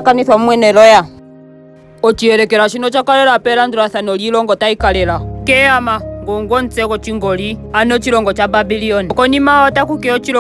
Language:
Ndonga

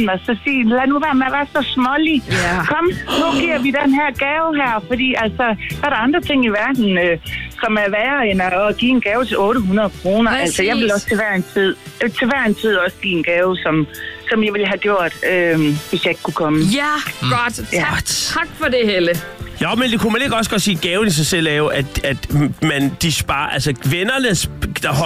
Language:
Danish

